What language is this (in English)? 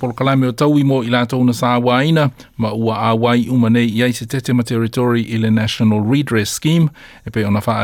Samoan